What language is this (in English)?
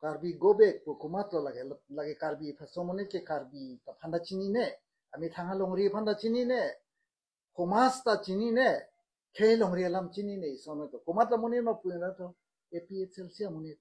Karbi